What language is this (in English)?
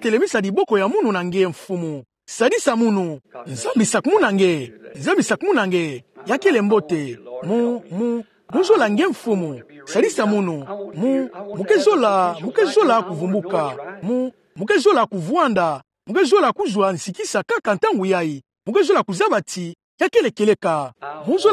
Kituba (Democratic Republic of Congo)